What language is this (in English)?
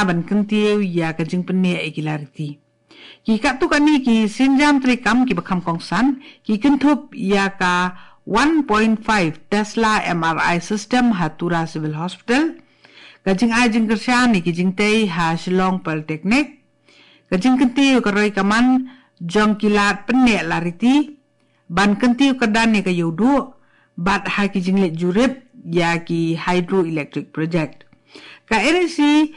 Khasi